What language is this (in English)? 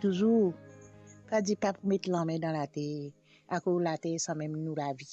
Morisyen